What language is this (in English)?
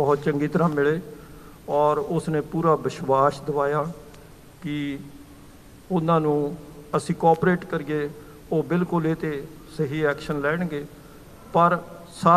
Punjabi